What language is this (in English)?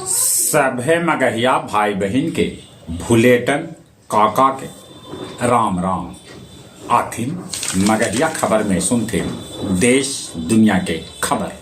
Magahi